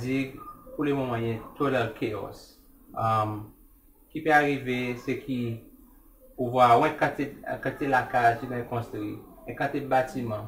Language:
Seselwa Creole French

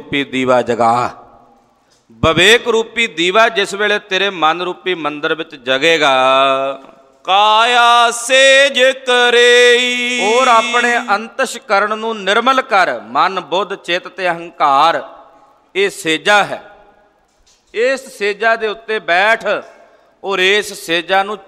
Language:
Punjabi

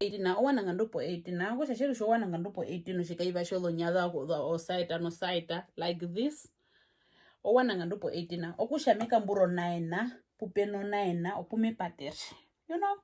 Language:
Herero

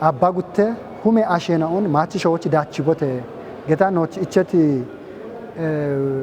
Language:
Kafa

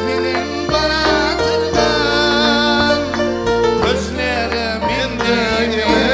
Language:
Kara-Kalpak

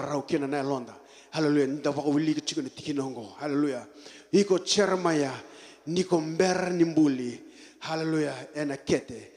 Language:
Fijian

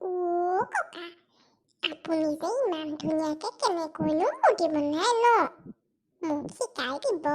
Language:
Assamese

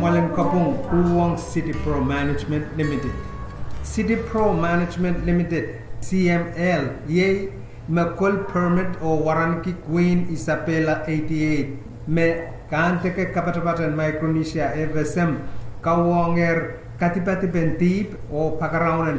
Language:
Pohnpeian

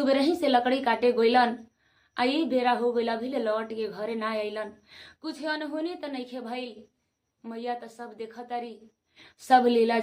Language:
Bhojpuri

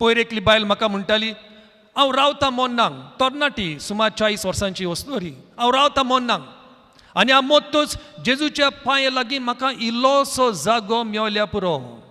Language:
Konkani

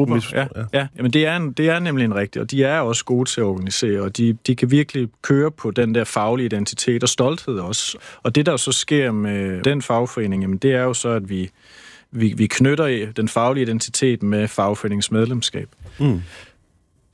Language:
Danish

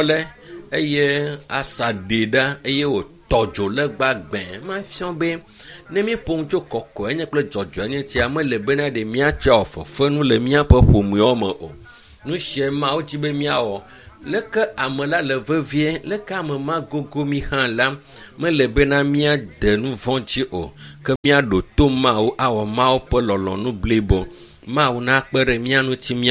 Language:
Ewe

